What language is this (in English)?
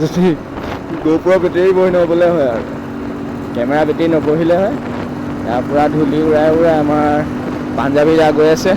Assamese